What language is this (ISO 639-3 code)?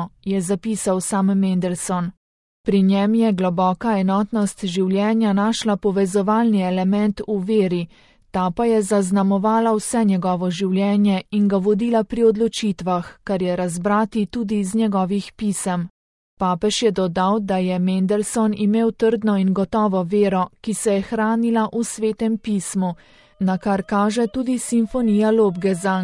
slv